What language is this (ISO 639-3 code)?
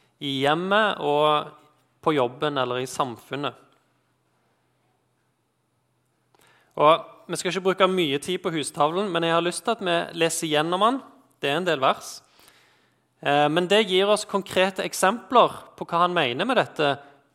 nor